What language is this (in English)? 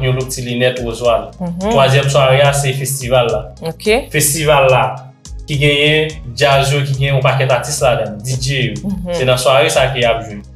Haitian Creole